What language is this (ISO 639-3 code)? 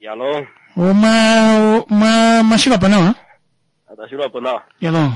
kua